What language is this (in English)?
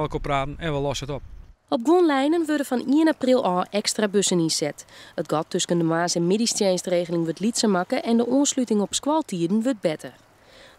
Western Frisian